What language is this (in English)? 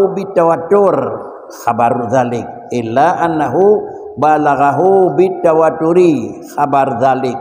Achinese